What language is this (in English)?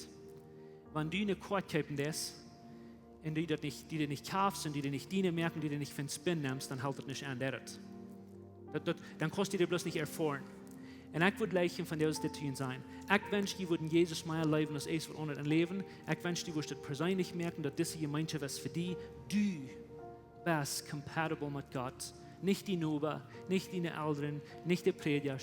Plautdietsch